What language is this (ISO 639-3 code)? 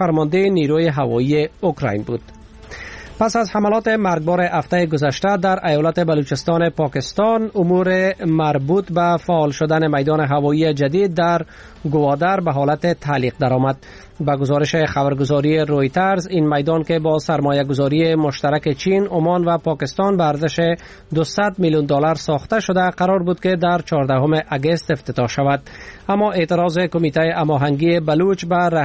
fas